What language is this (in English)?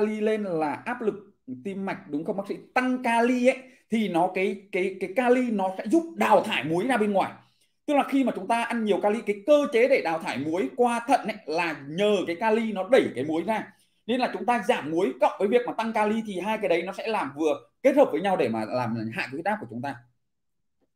Vietnamese